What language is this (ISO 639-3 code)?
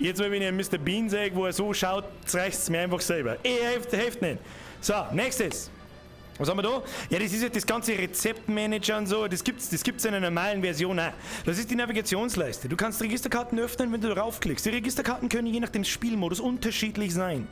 bar